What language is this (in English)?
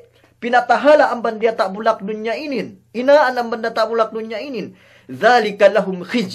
Yakan